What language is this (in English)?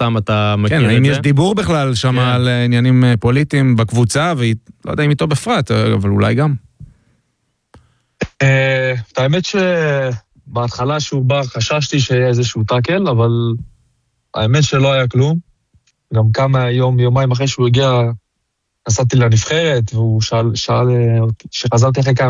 Hebrew